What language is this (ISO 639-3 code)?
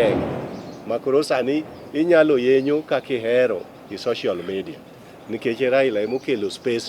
luo